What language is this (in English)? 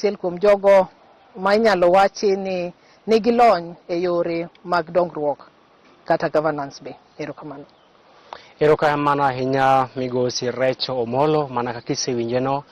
Luo (Kenya and Tanzania)